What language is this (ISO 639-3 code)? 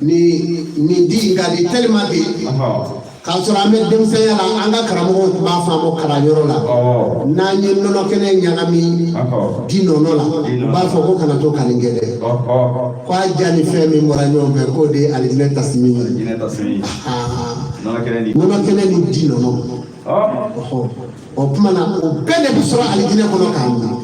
bam